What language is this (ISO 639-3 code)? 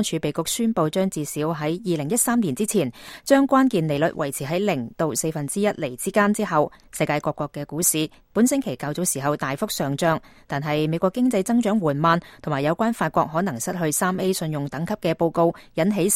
yue